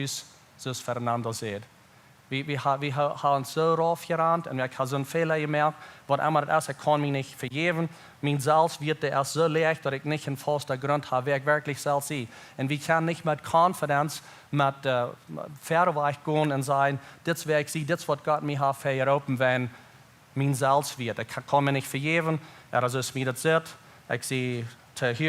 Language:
Plautdietsch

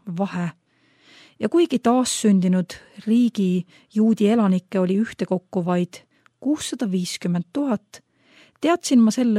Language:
Estonian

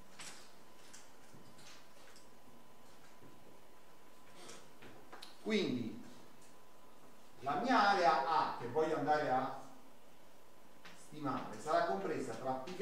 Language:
Italian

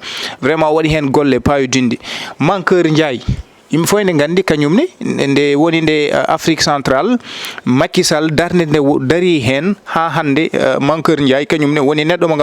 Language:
Fula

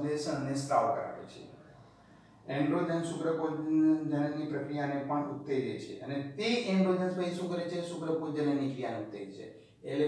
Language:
Gujarati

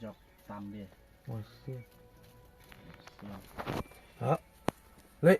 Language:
Khasi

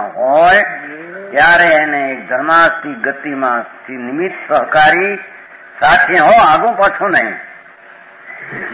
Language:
Gujarati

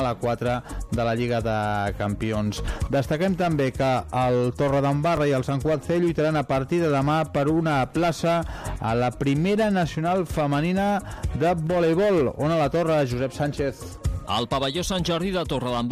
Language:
Catalan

